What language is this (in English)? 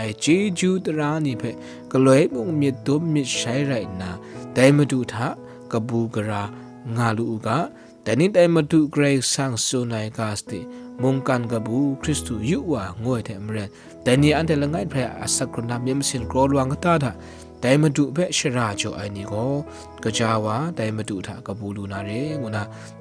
Kachin